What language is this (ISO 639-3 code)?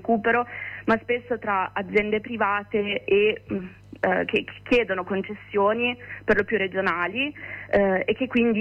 ita